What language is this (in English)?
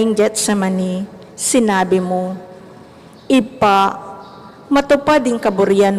Pampanga